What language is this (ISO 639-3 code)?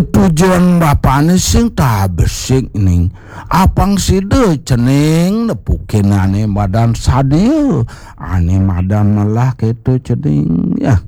ban